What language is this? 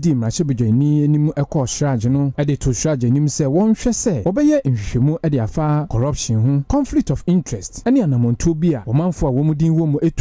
Akan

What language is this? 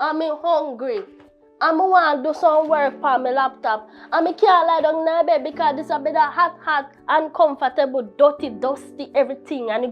Jamaican Creole English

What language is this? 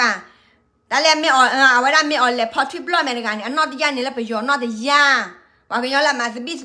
S'gaw Karen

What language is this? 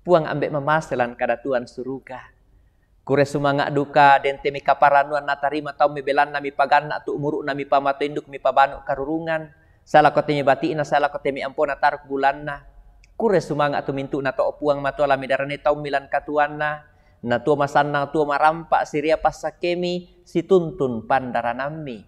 Toraja-Sa'dan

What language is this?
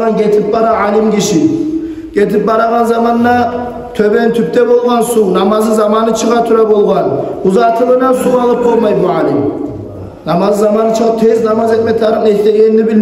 Kumyk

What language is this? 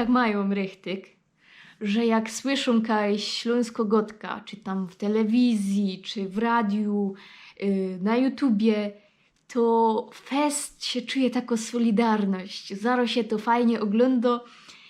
Silesian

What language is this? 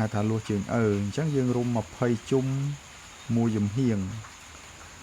Khmer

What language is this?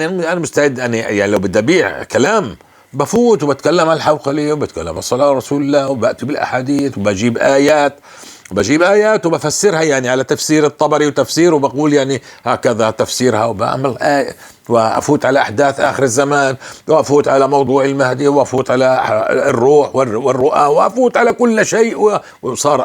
North Levantine Arabic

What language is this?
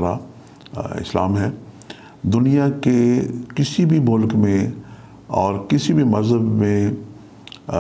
Urdu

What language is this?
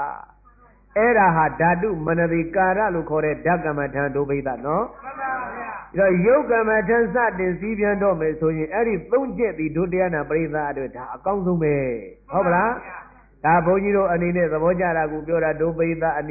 Burmese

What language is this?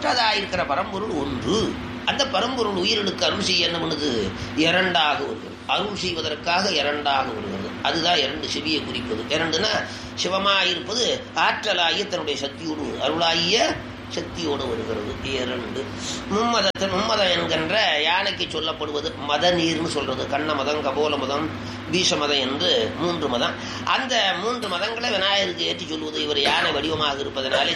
Tamil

